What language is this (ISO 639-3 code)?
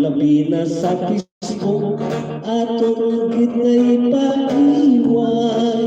hil